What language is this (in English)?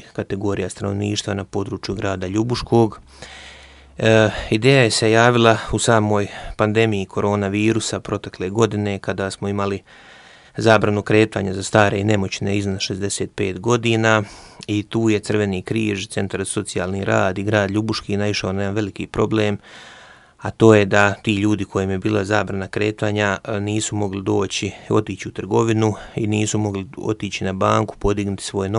Croatian